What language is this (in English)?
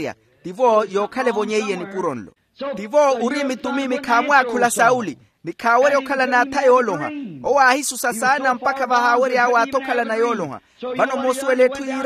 Makhuwa